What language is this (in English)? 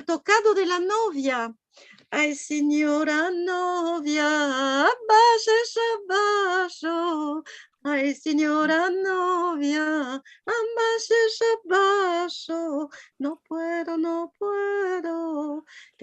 Ladino